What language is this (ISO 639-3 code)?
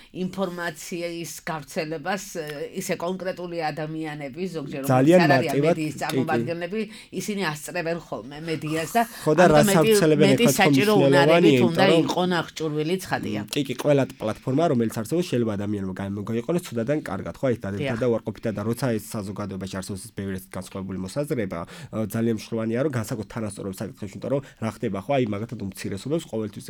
kat